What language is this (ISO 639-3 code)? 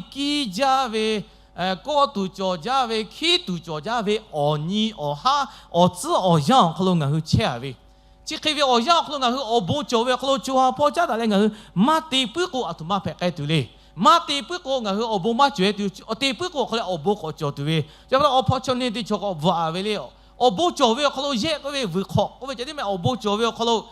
lhu